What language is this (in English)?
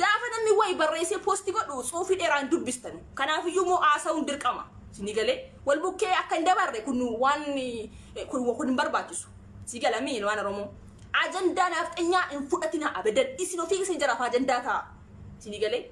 Oromo